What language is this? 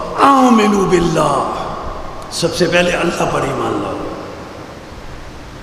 Urdu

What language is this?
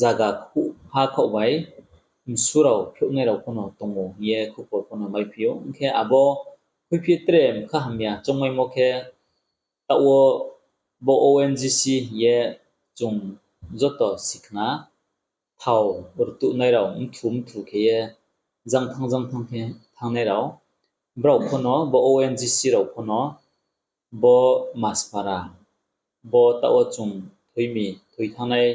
Riang (India)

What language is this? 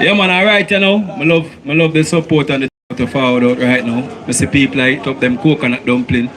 Jamaican Creole English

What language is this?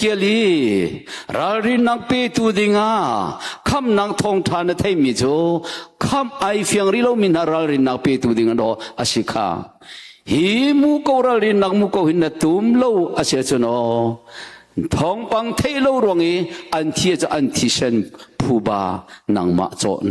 Hakha Chin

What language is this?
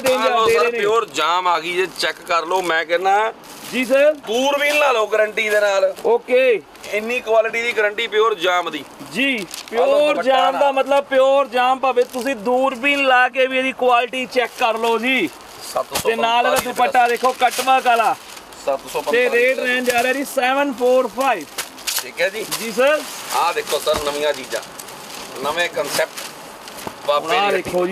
Punjabi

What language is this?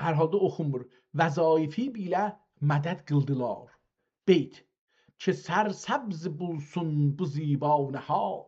South Azerbaijani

